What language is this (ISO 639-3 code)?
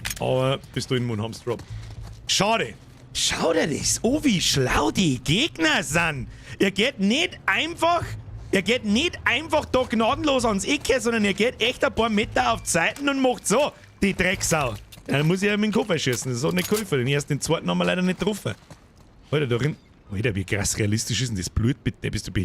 bar